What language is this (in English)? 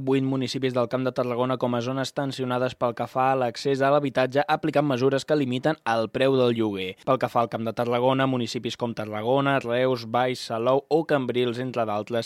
Catalan